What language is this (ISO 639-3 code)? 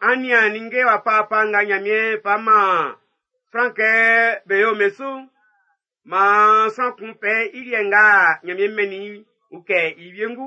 bci